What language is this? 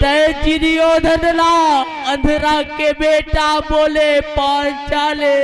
Chhattisgarhi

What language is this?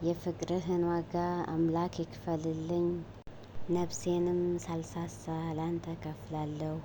Amharic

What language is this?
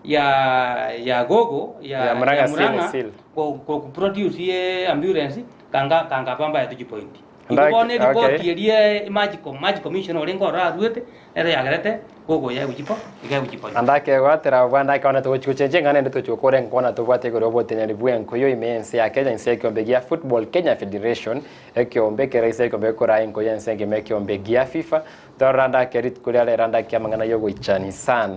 Gusii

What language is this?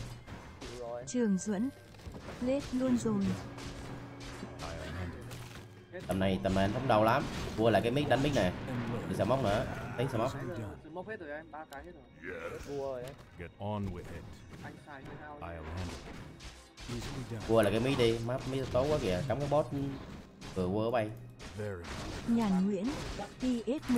Vietnamese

